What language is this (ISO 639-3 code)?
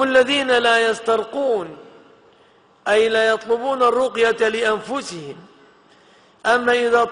ara